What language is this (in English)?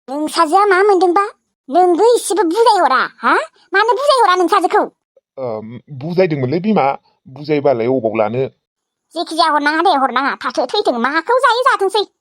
Bodo